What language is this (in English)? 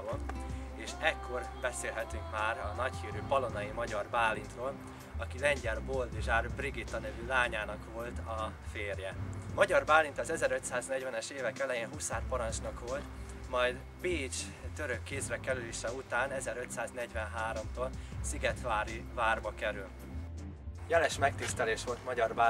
Hungarian